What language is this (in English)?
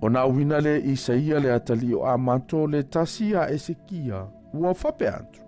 Samoan